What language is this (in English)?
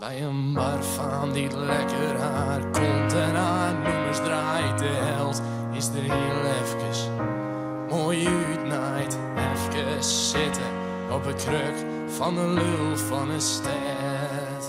Western Frisian